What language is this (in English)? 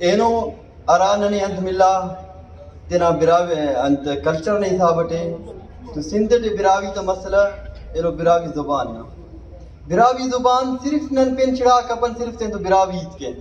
Brahui